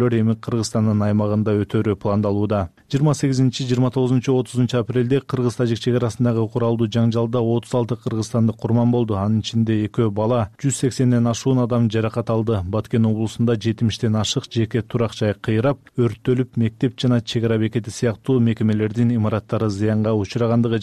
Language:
Kyrgyz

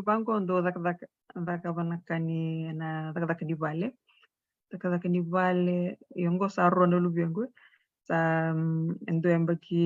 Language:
Fijian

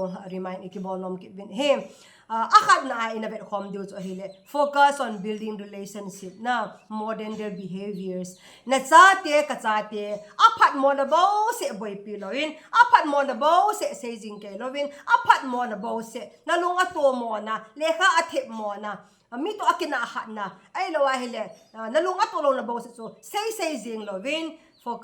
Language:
Thado Chin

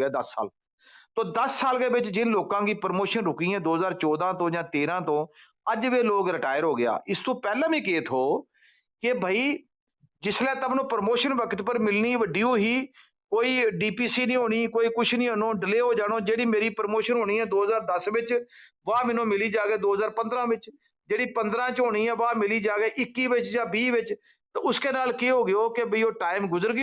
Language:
Gujari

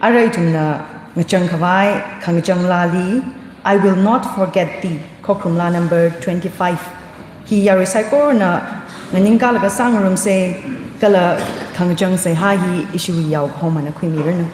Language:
Tangkhul Naga (India)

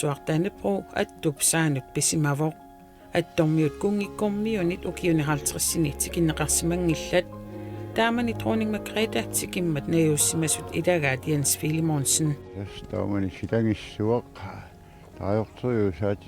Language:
Kalaallisut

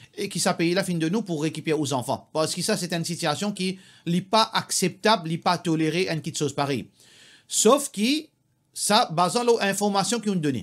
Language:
Morisyen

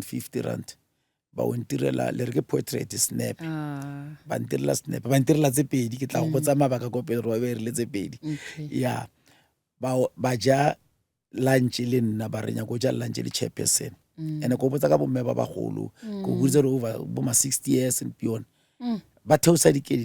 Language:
Northern Sotho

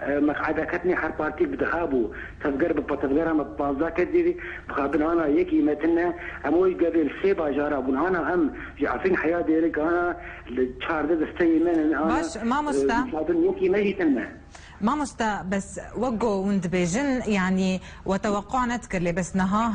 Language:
Kurdish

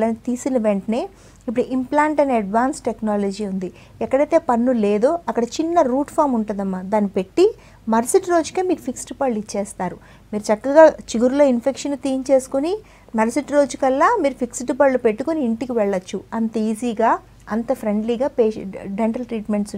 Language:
Telugu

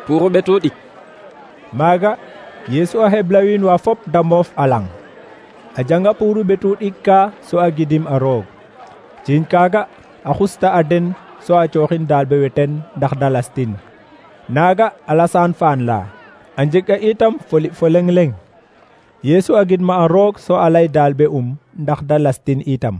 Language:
Serer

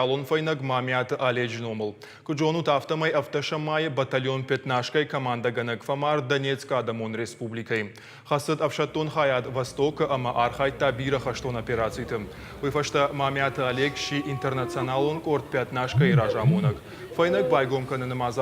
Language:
Ossetic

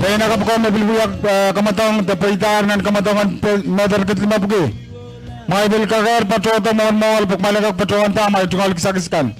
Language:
Pohnpeian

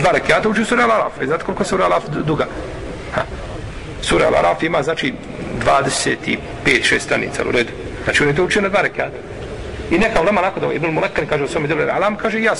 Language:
Bosnian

